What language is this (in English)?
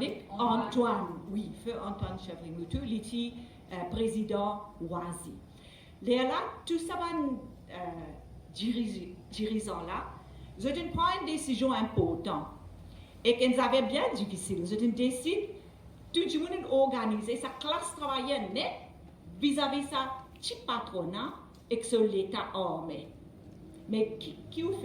Morisyen